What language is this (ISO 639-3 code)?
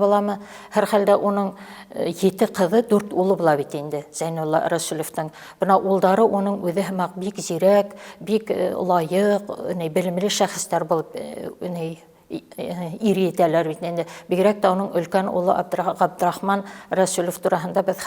bak